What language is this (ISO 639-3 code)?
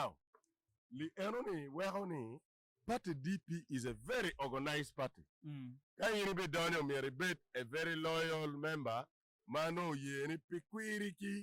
ach